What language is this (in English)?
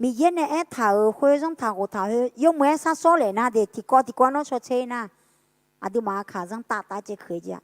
Akha